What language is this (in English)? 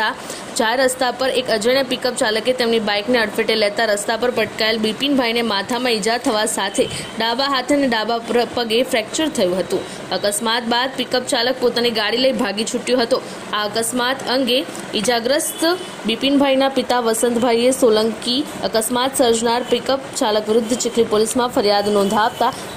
Gujarati